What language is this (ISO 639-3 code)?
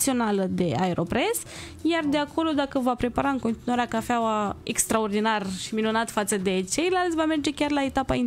ron